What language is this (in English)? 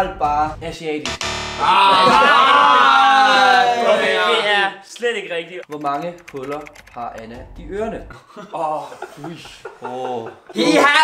Danish